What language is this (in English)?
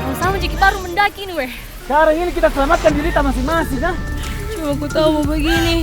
Makassar Malay